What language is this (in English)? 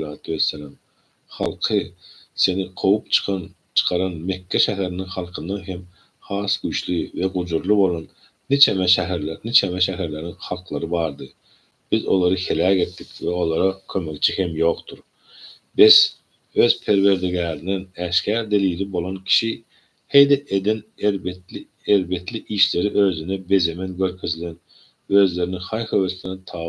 Turkmen